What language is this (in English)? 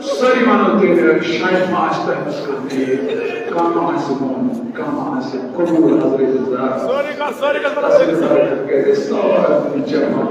Kashmiri